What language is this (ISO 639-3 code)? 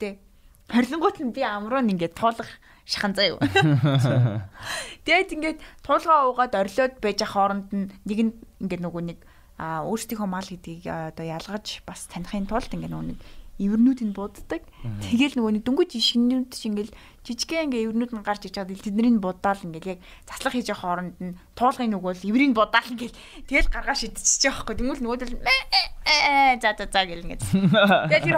mon